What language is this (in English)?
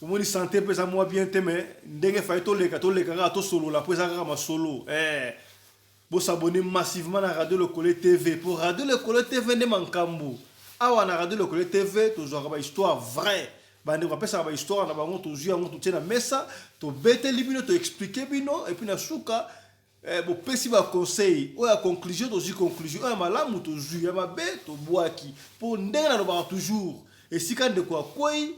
Lingala